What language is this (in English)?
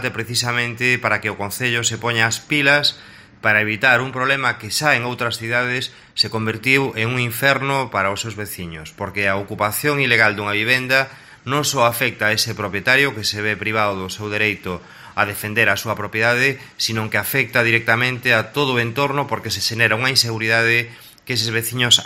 Galician